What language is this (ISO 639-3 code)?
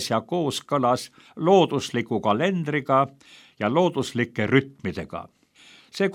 est